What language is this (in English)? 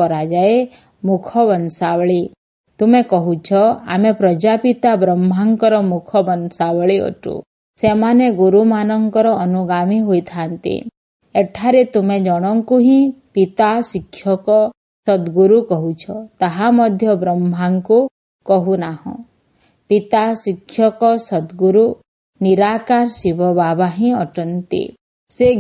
Odia